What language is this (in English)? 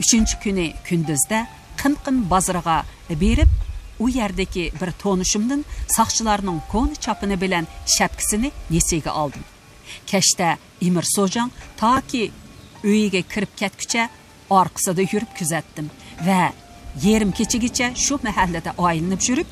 Uyghur